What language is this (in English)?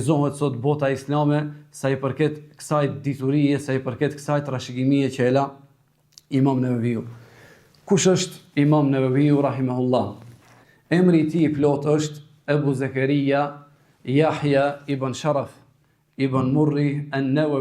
Albanian